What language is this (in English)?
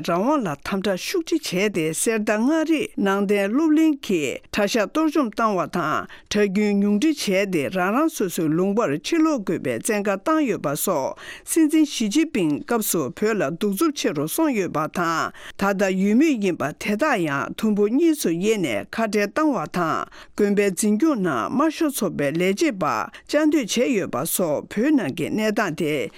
Tibetan